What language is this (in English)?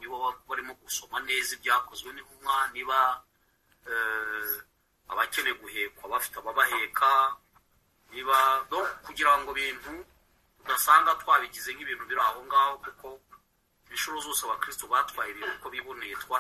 Kinyarwanda